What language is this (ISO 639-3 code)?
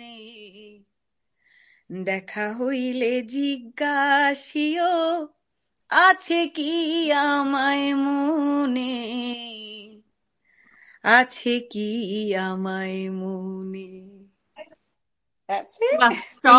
ben